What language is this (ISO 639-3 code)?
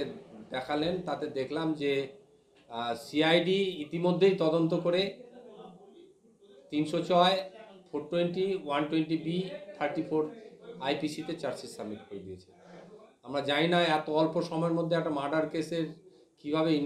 ben